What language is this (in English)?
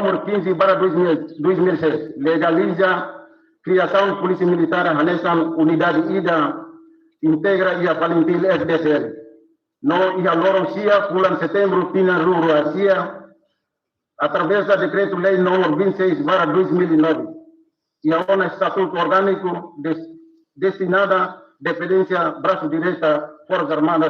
Tetum